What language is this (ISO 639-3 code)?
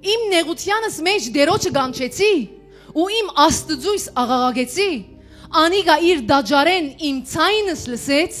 hyw